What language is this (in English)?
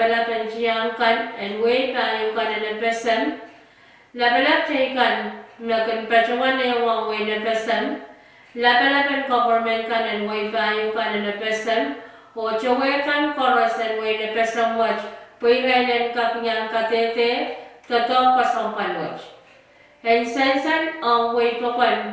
Pohnpeian